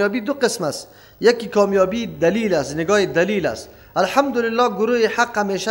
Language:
Persian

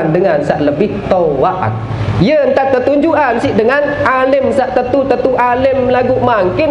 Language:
Sasak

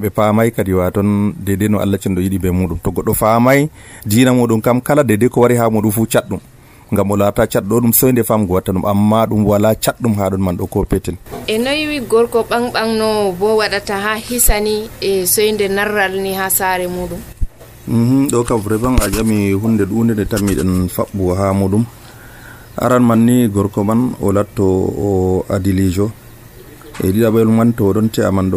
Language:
Nigerian Fulfulde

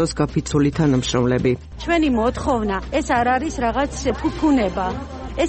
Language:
Georgian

